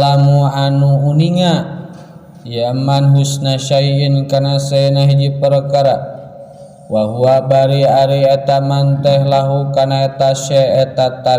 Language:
Sundanese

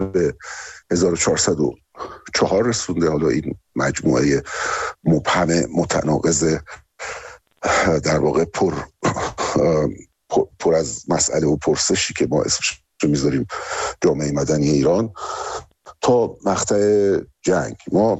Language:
Persian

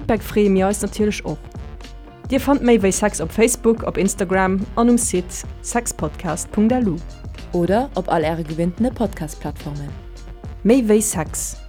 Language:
Luxembourgish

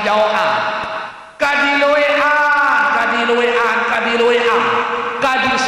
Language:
Sasak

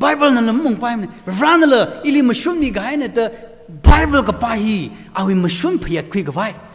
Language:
Tangkhul Naga (India)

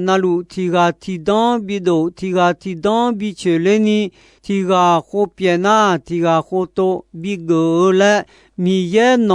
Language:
Akha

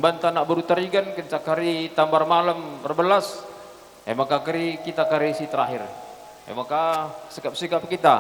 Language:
Batak Karo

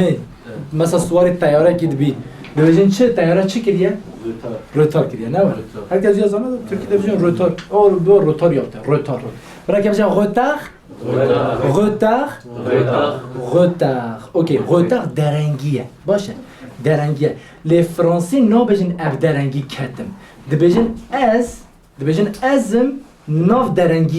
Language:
Kurdish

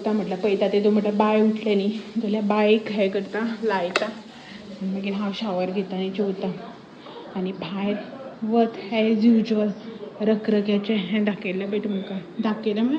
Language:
Konkani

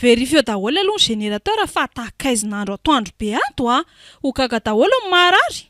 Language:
Malagasy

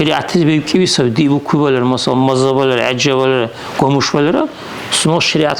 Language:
Dargwa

